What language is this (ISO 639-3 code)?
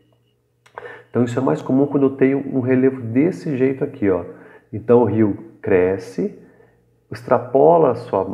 por